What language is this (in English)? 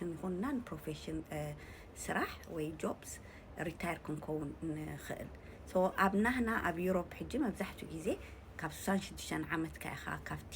Tigrinya